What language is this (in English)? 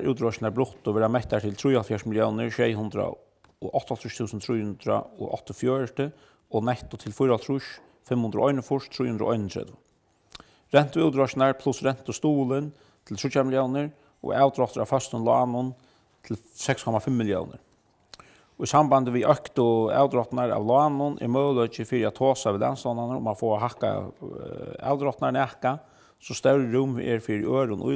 Faroese